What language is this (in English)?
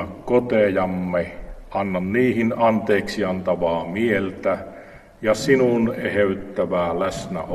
Finnish